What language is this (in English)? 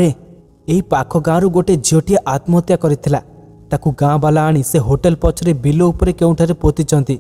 Odia